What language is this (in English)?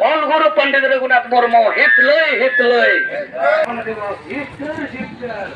Santali